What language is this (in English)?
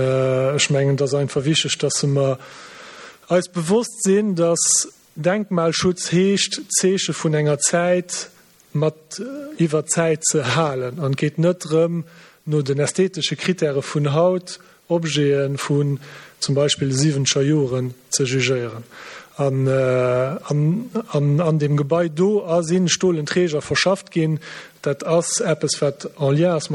Luxembourgish